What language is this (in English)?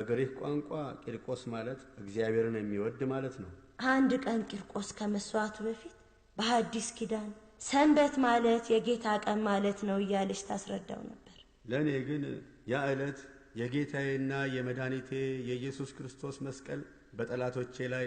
Amharic